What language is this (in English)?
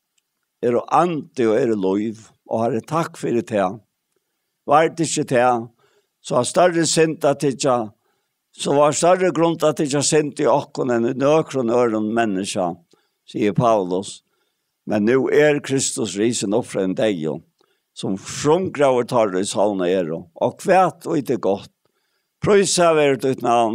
Faroese